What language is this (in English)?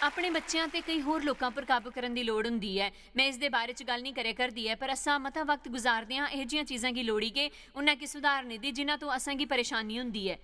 Dogri